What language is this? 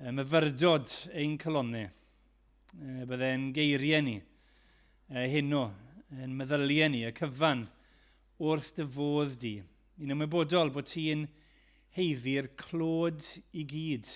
Welsh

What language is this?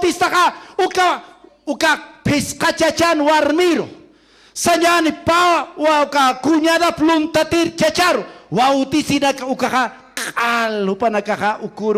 Aymara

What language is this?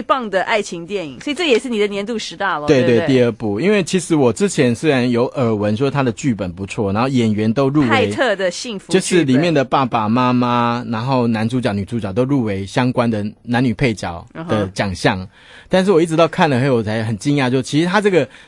Chinese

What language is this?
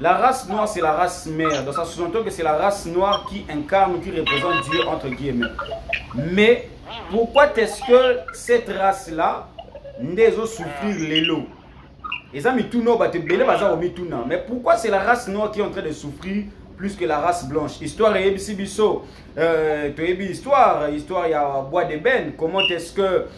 Lingala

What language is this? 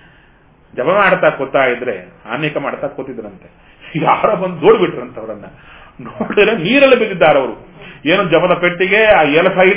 Kannada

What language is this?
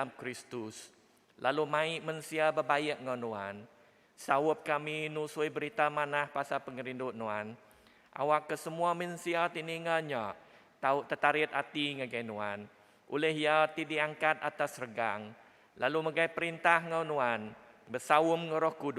Iban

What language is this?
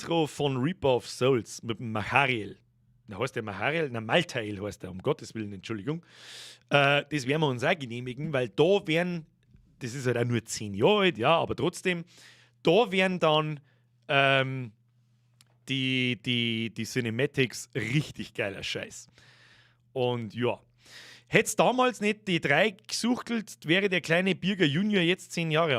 Bavarian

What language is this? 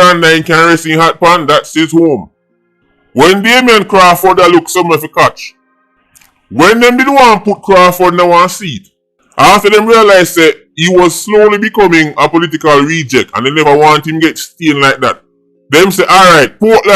Jamaican Creole English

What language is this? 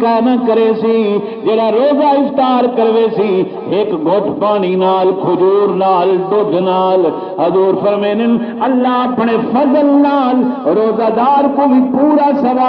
Saraiki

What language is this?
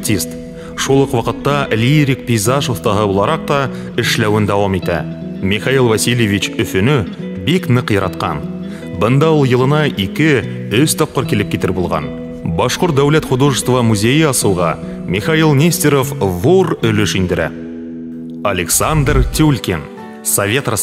Bashkir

